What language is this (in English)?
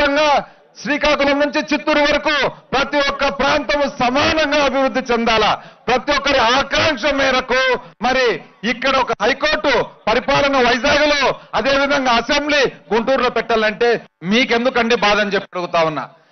Telugu